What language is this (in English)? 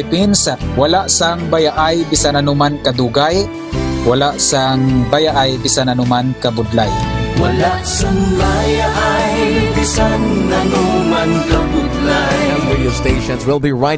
Hiligaynon